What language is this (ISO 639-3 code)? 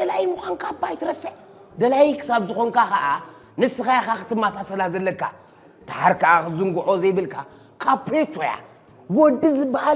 tir